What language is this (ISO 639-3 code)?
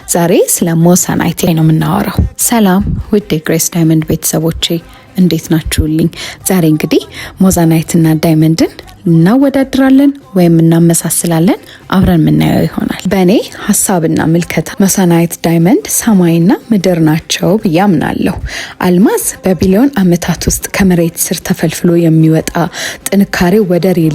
amh